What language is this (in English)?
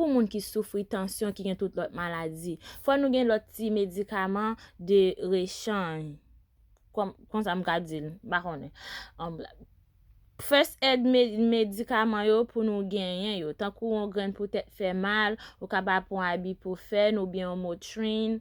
Haitian Creole